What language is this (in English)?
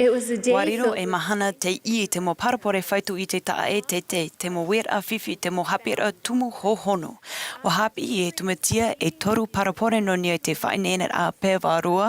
Tahitian